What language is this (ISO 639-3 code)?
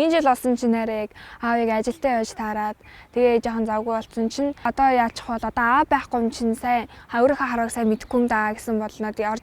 mon